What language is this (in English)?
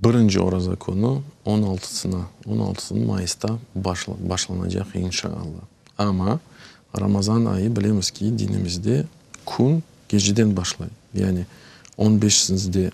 Crimean Tatar